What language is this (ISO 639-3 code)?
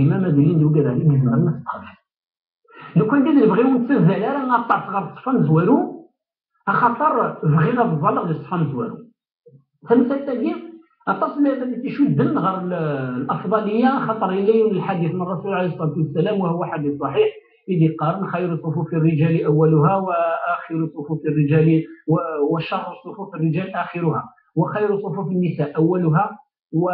kab